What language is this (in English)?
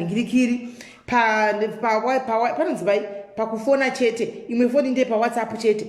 Shona